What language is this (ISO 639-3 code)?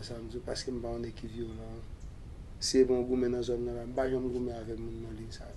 hat